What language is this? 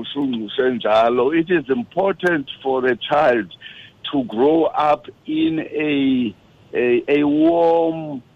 Xhosa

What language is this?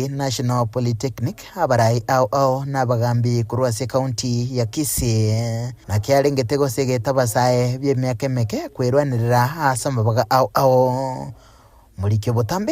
Gusii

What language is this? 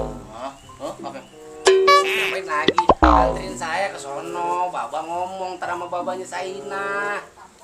Betawi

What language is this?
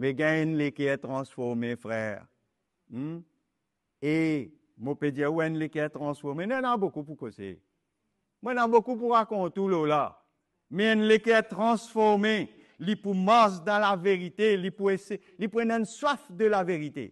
Morisyen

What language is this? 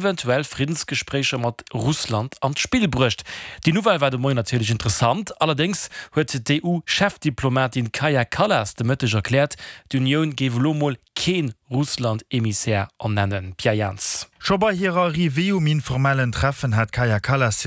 Luxembourgish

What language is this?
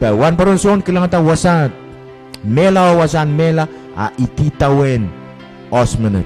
Pohnpeian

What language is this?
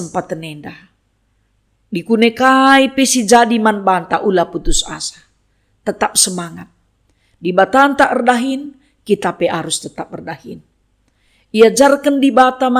Batak Karo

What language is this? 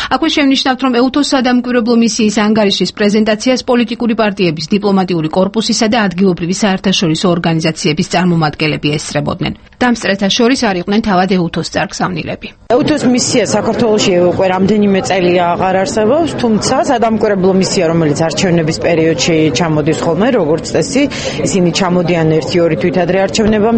Georgian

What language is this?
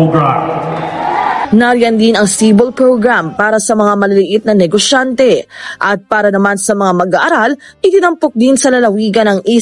Filipino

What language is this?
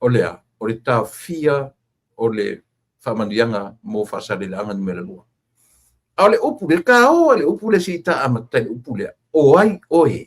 Samoan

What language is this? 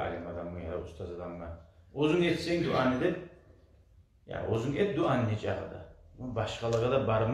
Kumyk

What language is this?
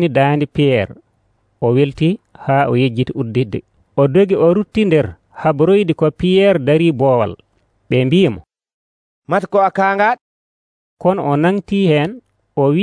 Nigerian Fulfulde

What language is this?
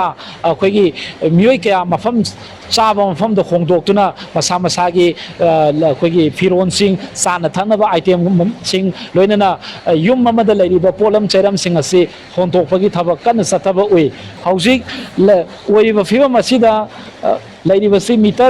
Manipuri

